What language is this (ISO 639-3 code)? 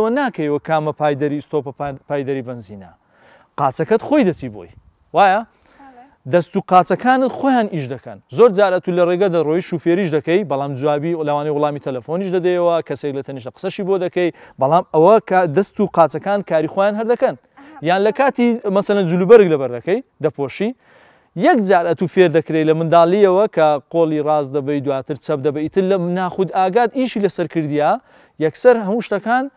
ckb